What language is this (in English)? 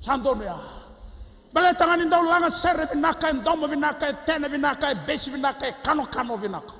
Fijian